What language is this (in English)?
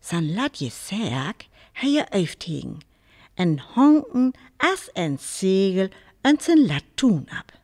Northern Frisian